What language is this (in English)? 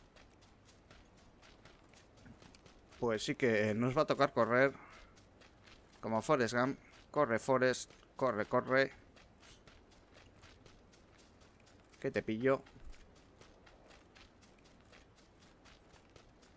Spanish